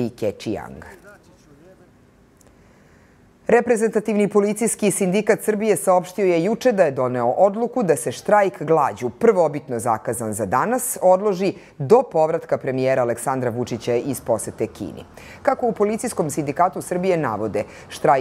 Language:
Serbian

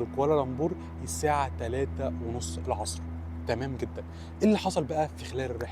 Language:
Egyptian Arabic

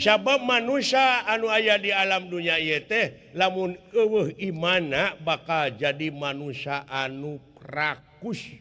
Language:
Sundanese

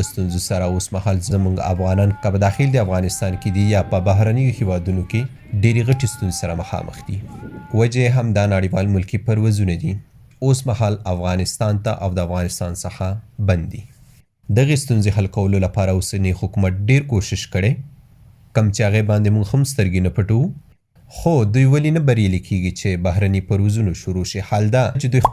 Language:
Pashto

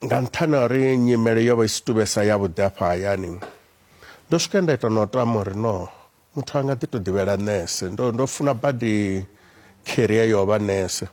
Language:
Venda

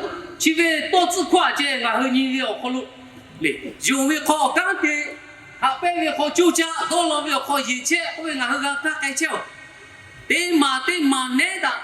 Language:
Lahu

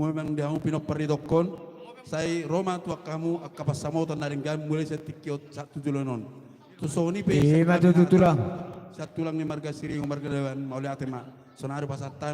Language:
Batak Toba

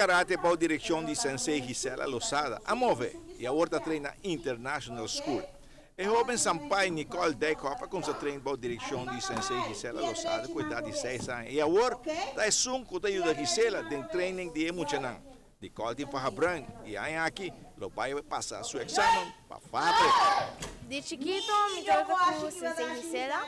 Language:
Papiamento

